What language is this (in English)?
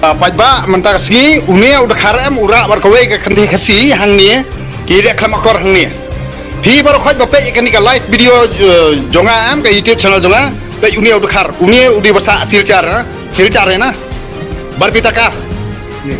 Khasi